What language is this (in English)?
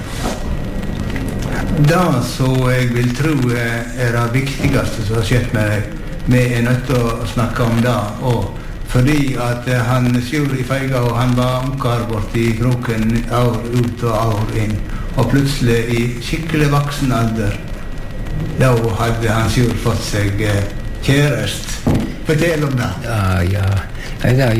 Norwegian